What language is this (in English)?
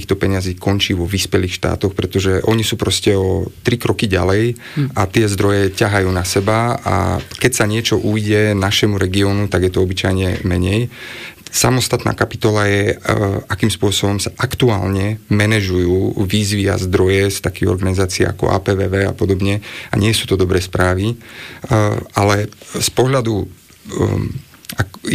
Slovak